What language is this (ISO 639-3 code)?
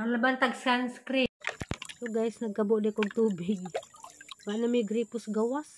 ceb